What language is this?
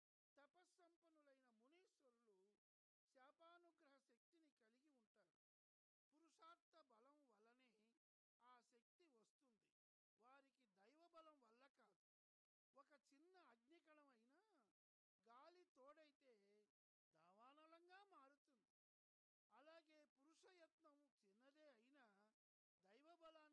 Telugu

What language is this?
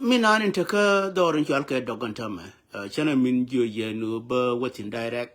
Nuer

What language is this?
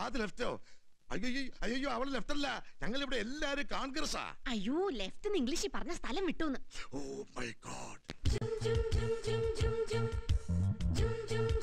Malayalam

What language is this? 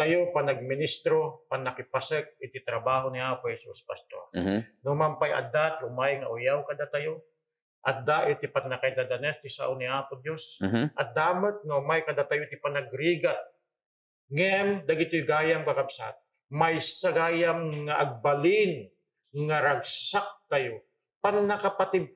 Iloko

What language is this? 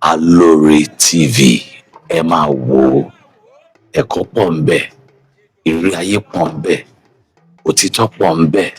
Yoruba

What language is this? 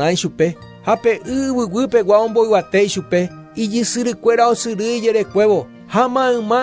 Guarani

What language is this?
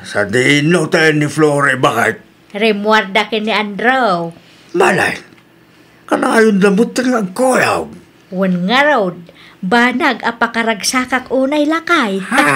Iloko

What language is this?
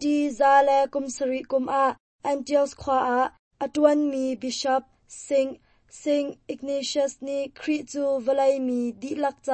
Hakha Chin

